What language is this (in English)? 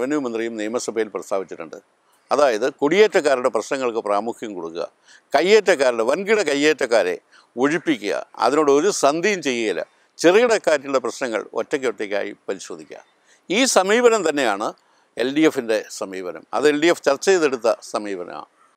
Malayalam